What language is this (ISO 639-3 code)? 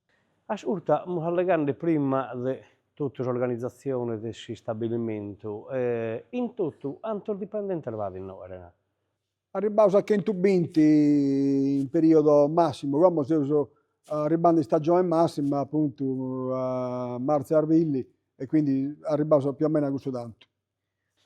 srd